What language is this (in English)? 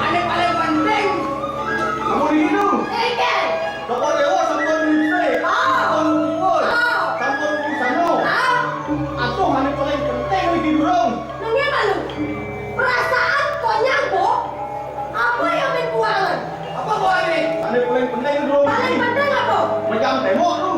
Balinese